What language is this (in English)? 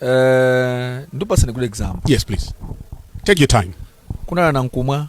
Nyanja